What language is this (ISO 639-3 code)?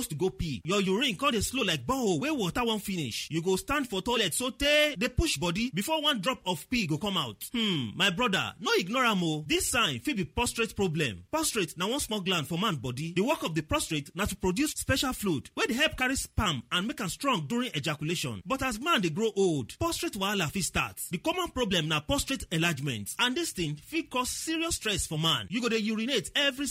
pcm